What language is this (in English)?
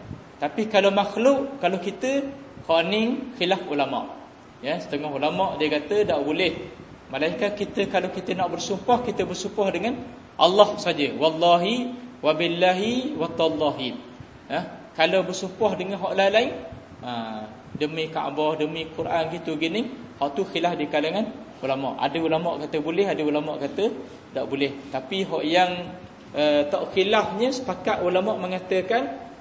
Malay